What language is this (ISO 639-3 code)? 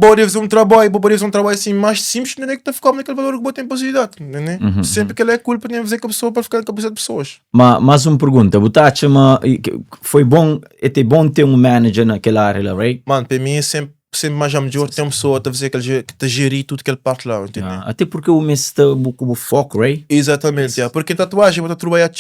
kea